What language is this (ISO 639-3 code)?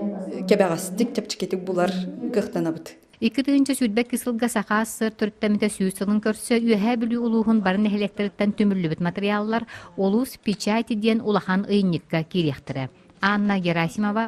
sah